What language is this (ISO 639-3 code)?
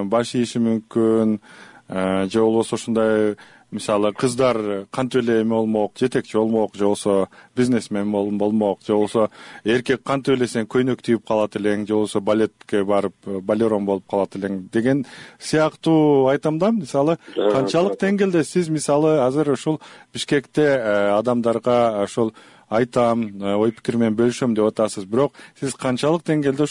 kir